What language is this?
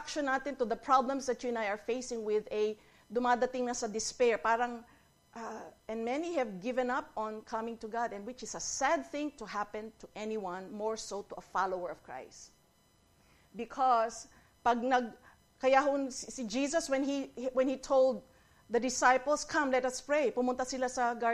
Filipino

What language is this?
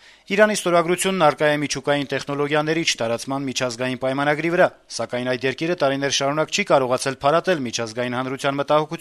Armenian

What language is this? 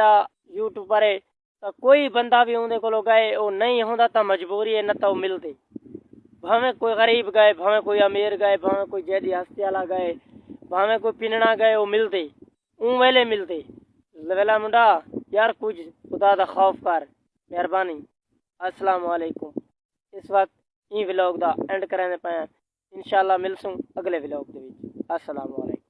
Saraiki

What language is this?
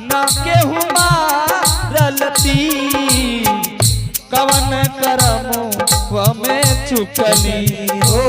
Angika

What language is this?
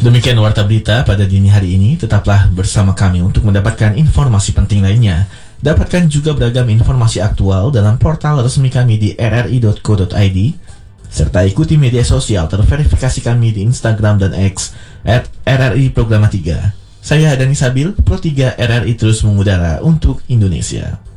Indonesian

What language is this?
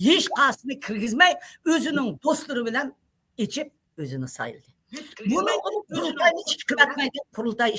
Uyghur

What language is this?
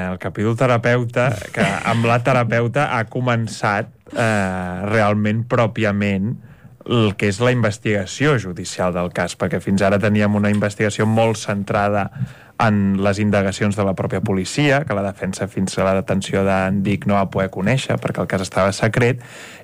Catalan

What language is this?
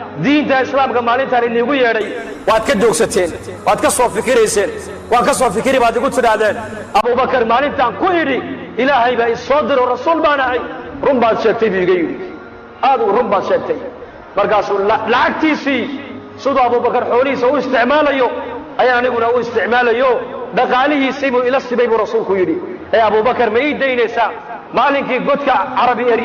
Somali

